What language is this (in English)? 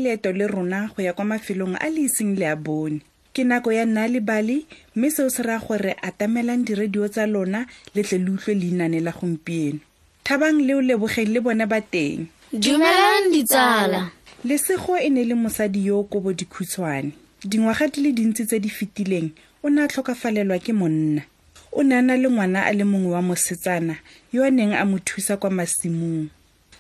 Tswana